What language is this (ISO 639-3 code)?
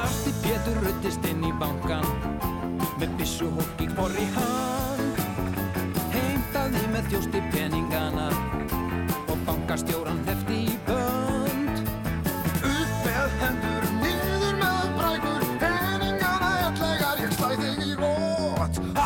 isl